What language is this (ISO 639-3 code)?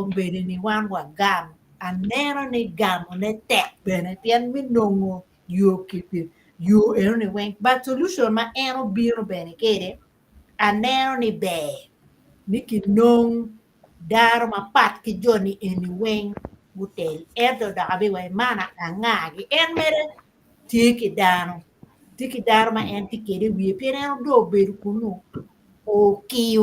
ach